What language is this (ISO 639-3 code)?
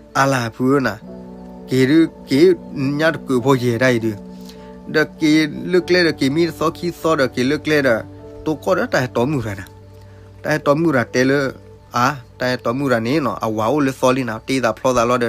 ksw